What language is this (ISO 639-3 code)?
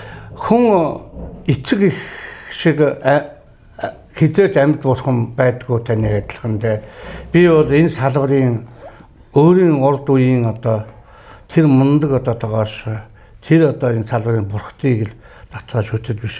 mon